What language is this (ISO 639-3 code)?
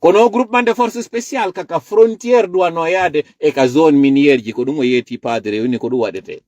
ful